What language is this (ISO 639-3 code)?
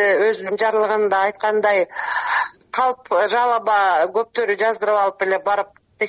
kir